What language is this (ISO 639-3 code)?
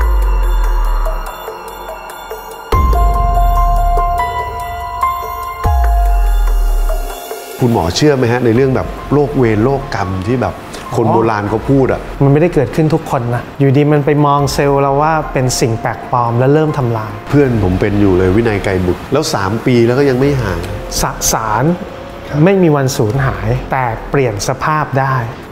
tha